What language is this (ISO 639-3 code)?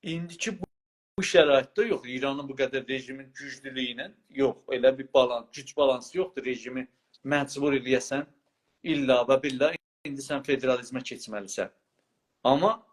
azb